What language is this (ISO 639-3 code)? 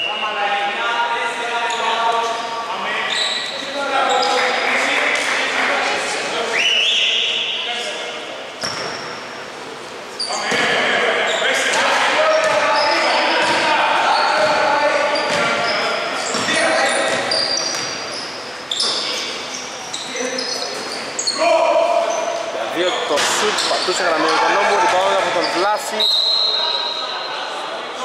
ell